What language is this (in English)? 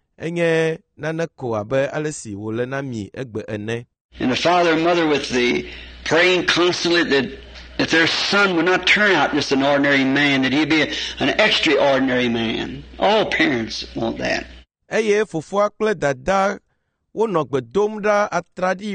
Ewe